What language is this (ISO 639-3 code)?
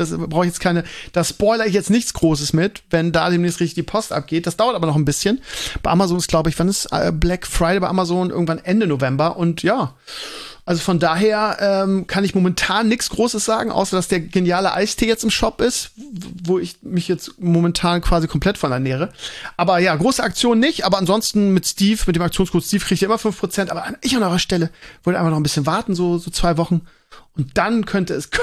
deu